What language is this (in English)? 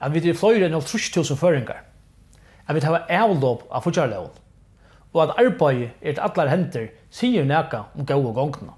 Faroese